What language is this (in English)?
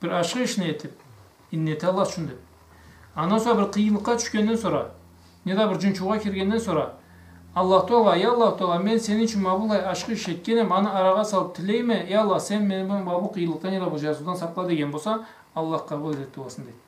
Karachay-Balkar